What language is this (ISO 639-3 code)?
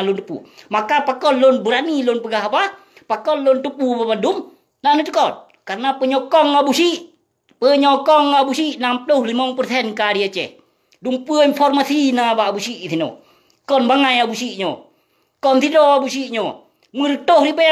ace